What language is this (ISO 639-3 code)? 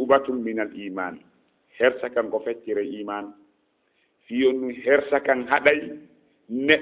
ful